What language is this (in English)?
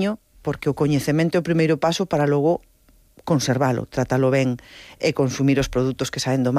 Galician